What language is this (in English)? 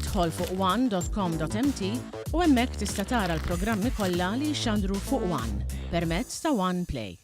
Maltese